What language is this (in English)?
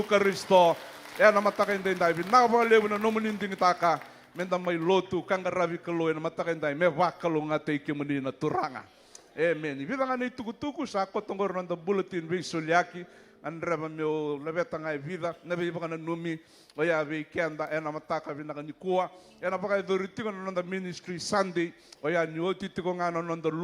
Fijian